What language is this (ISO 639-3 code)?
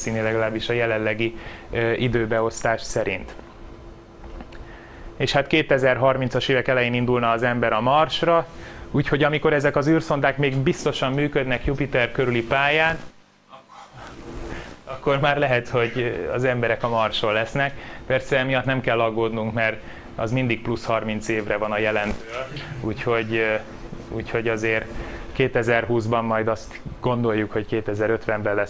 hun